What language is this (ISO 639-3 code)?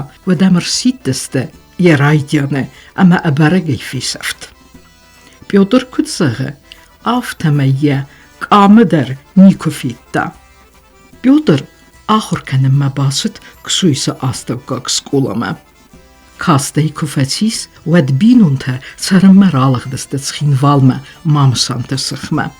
oss